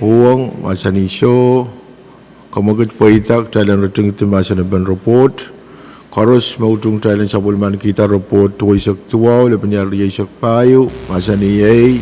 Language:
Pohnpeian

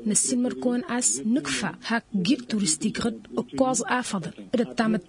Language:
Tamasheq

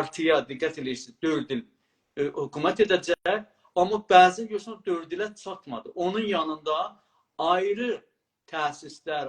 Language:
South Azerbaijani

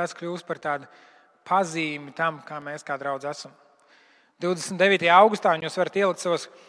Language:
Latvian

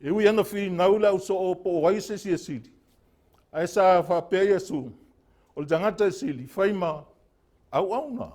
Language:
Samoan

